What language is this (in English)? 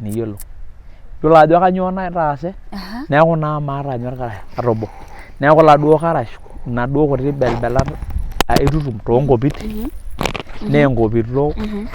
Masai